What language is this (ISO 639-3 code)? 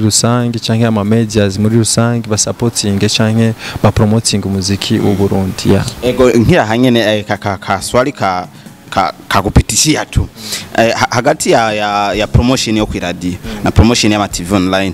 run